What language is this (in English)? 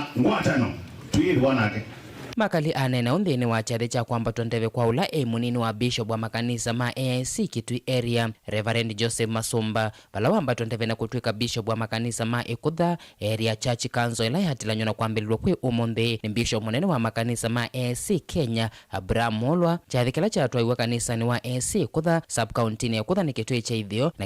Kamba